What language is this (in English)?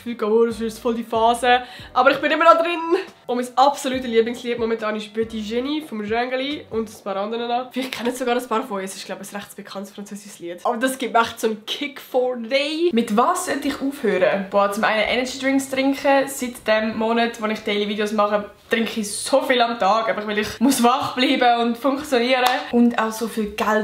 Swiss German